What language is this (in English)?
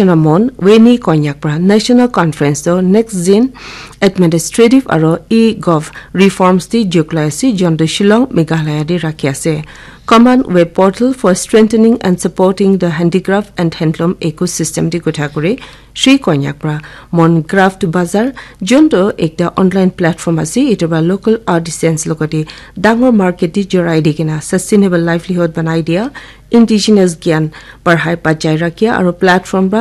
Naga Pidgin